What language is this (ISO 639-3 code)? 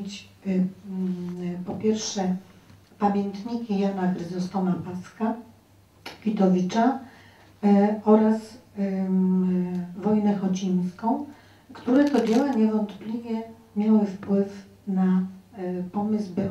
pol